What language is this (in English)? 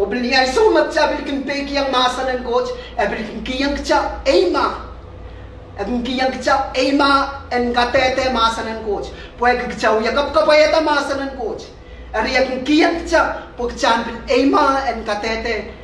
Pohnpeian